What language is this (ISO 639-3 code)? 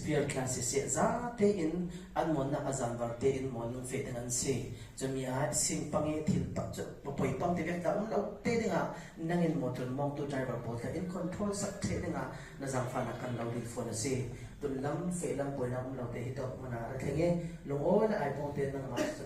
cfm